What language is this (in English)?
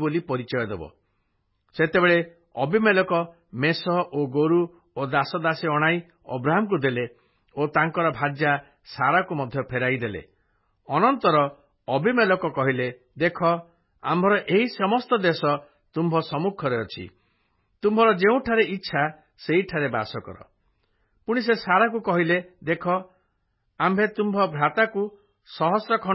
Odia